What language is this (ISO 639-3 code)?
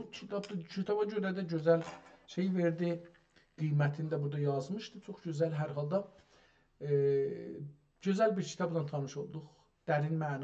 azb